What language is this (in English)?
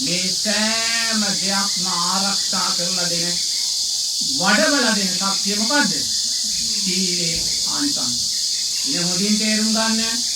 Sinhala